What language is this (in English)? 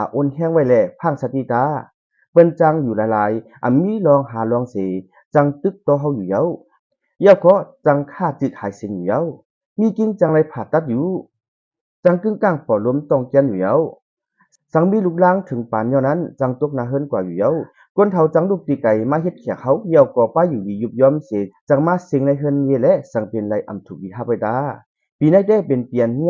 Shan